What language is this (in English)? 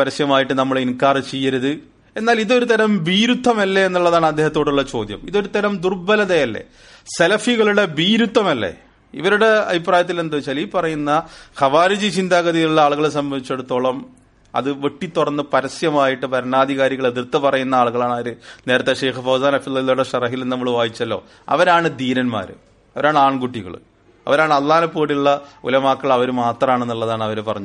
Malayalam